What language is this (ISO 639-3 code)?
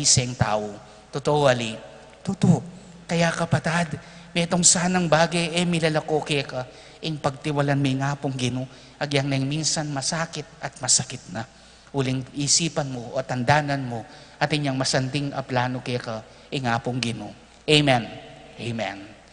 pam